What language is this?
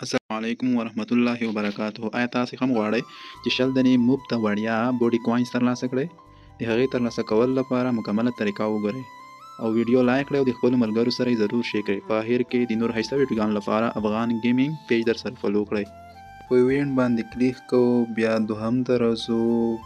Pashto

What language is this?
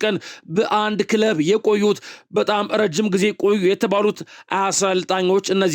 Amharic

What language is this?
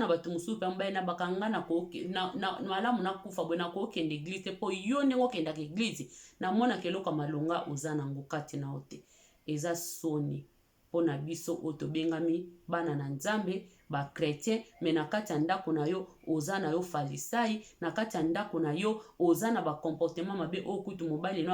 Lingala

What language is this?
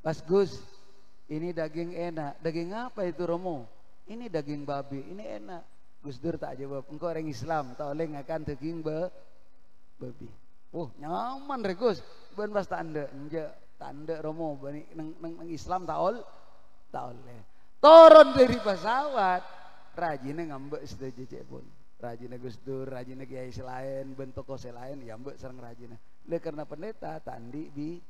Madurese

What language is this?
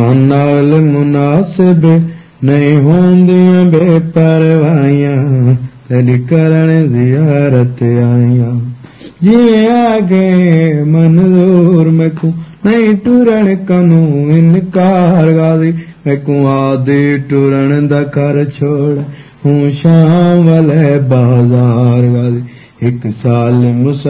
Saraiki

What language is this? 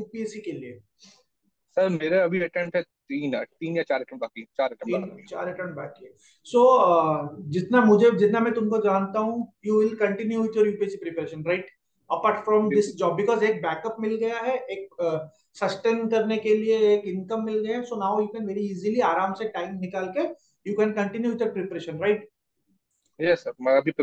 Hindi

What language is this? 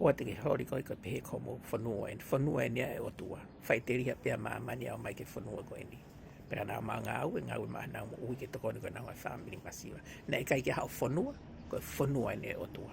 Tongan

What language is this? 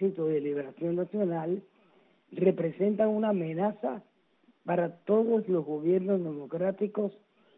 Spanish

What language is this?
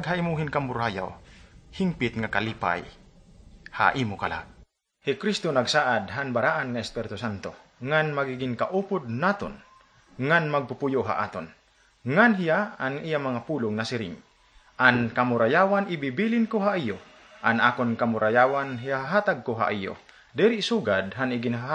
Waray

